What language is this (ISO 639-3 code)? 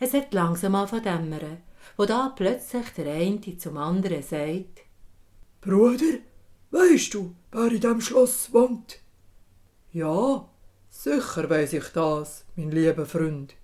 gsw